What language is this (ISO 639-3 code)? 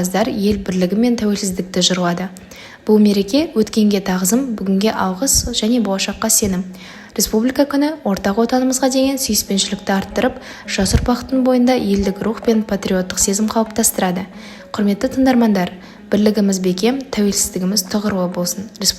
kaz